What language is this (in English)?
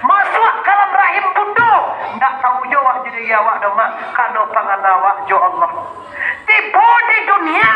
Minangkabau